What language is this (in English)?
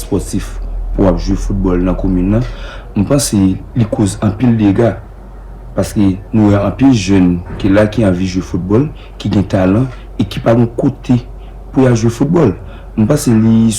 Haitian Creole